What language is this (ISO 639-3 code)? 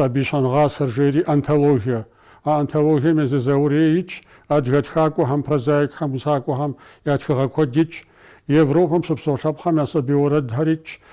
kbd